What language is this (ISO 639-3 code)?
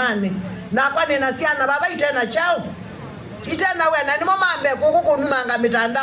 kam